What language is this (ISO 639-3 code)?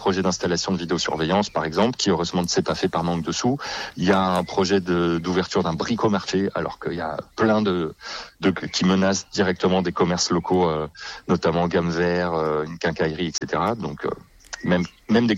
fra